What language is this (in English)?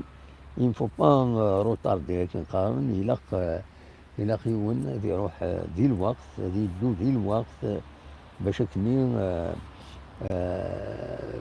Kabyle